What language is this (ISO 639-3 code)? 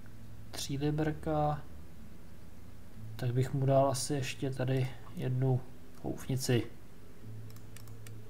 ces